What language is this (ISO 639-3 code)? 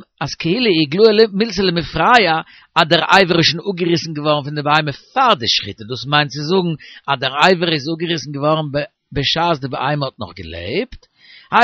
yid